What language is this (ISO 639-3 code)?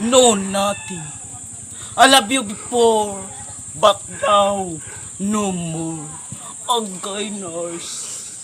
ceb